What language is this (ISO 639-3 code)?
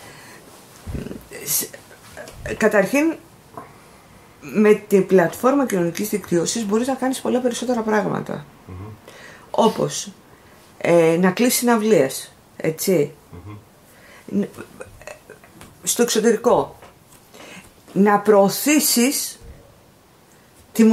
ell